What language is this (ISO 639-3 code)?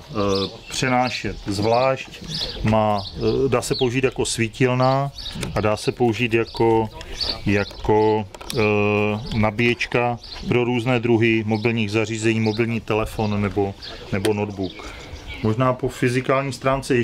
ces